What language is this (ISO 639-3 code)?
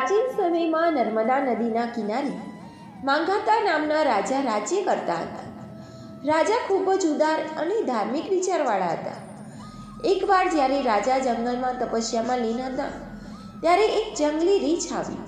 guj